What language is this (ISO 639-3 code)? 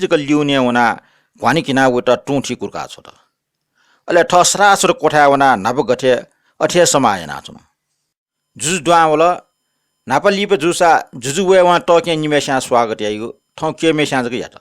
new